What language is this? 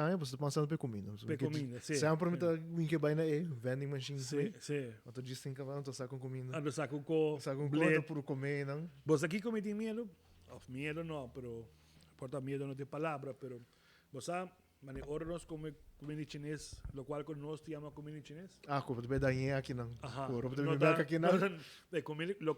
Papiamento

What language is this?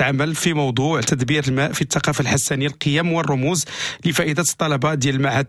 Moroccan Arabic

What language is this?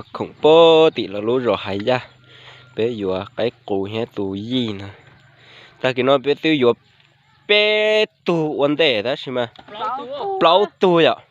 Hmong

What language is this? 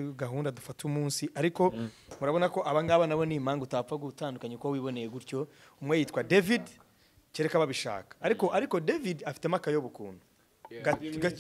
Kinyarwanda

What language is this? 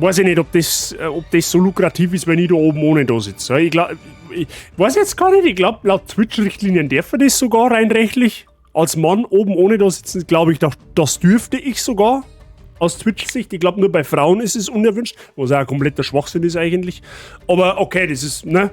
Bavarian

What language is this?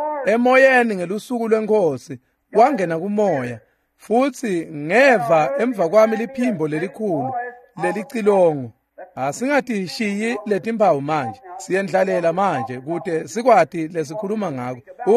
Swati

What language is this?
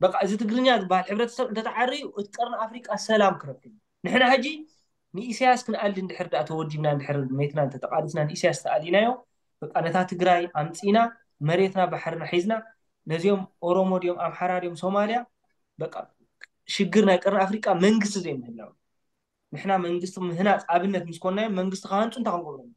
Tigrinya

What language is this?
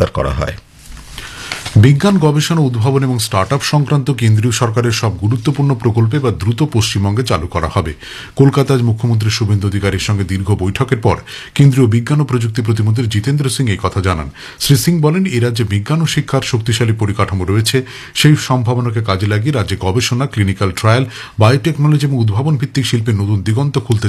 Bangla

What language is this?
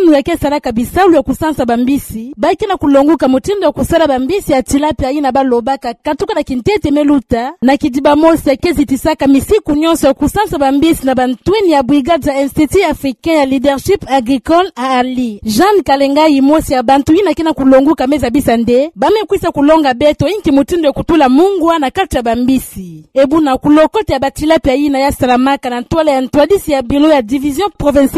Kituba (Democratic Republic of Congo)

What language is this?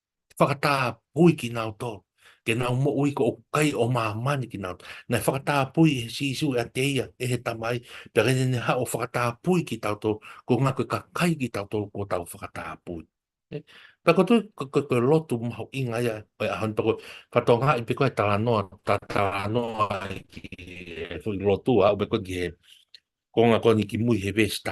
Tongan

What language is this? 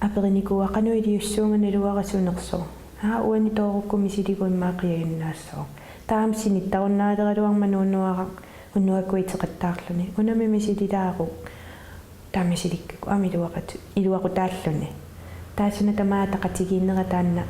Kalaallisut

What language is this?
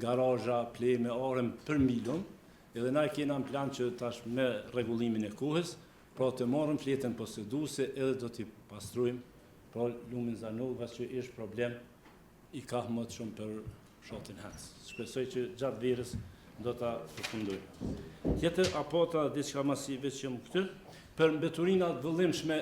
Albanian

